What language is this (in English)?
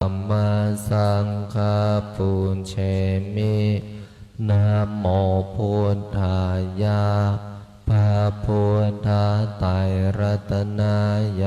Pali